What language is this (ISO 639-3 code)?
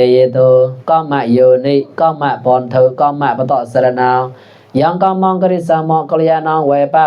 mnw